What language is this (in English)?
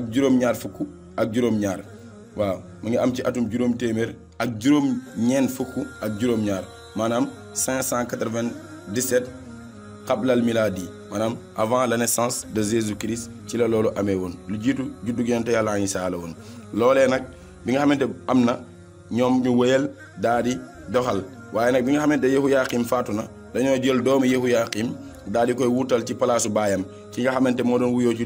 Wolof